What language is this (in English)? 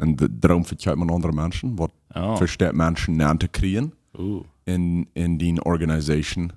Plautdietsch